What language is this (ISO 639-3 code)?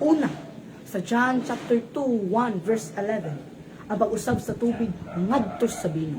ceb